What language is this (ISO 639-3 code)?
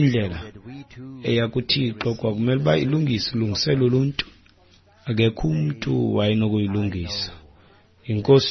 xho